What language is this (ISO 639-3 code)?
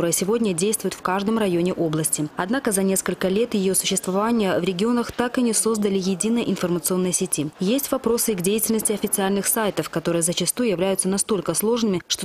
rus